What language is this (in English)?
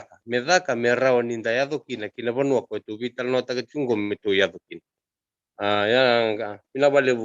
Fijian